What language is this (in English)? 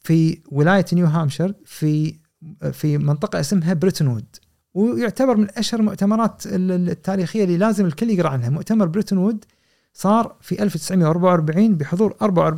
Gulf Arabic